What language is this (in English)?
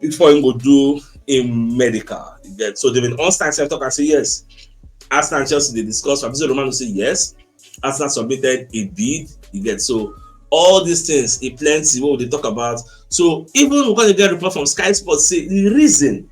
Nigerian Pidgin